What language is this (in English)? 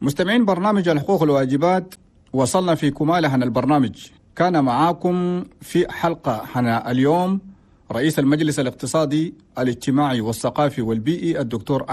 Chadian Arabic